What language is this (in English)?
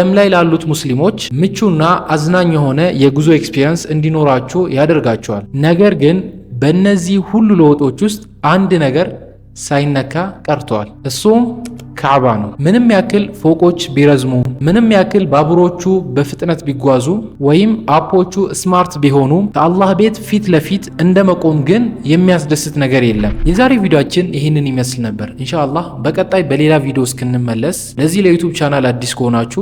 Amharic